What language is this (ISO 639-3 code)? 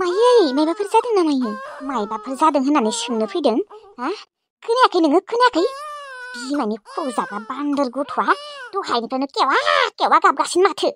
brx